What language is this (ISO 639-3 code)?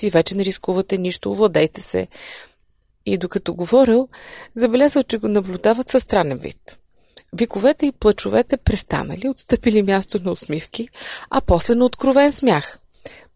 bul